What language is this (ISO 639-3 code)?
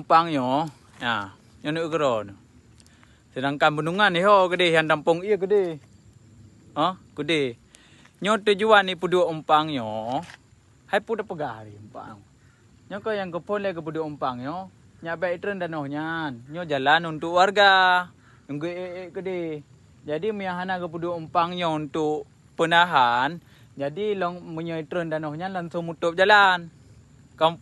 ace